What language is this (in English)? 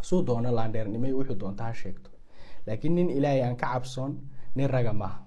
Somali